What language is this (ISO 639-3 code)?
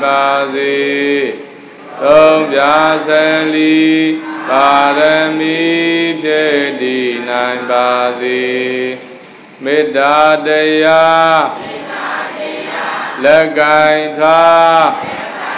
mya